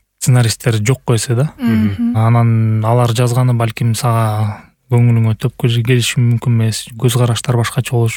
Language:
Kyrgyz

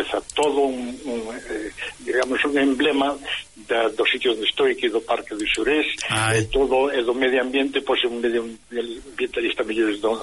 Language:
Galician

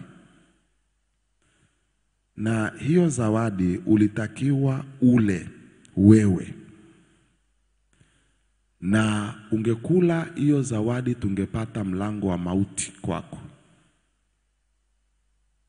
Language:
Swahili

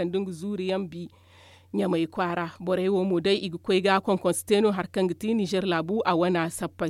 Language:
Zarma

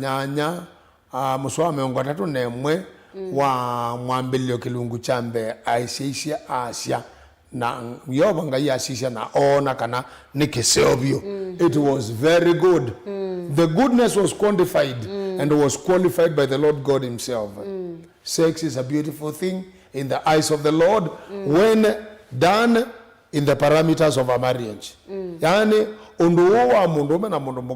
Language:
Kamba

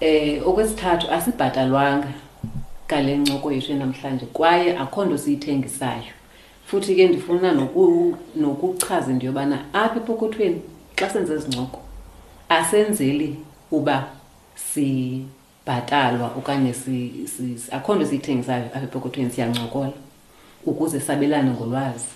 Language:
Xhosa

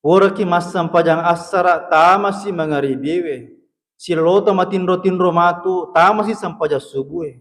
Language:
Buginese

